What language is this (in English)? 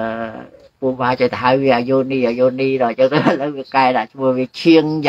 Khmer